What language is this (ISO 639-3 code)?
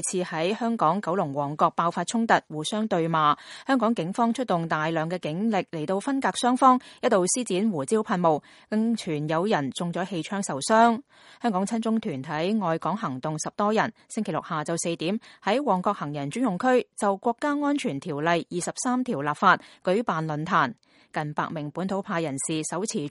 yue